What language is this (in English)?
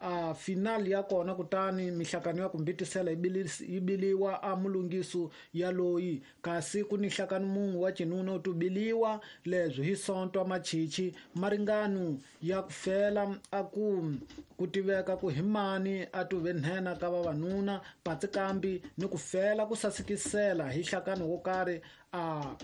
Tsonga